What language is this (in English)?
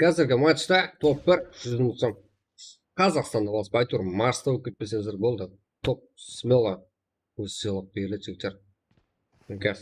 Kara-Kalpak